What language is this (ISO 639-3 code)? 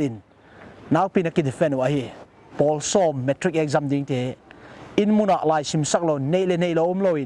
pck